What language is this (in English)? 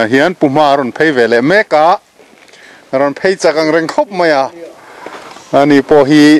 Mizo